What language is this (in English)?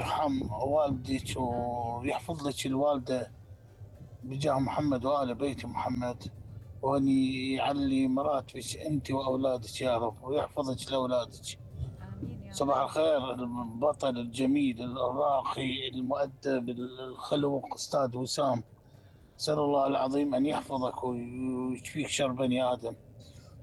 Mesopotamian Arabic